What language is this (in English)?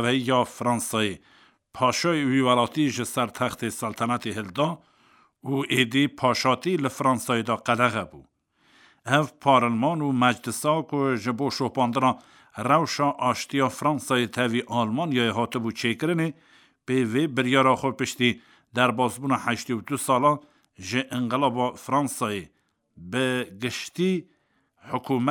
Kurdish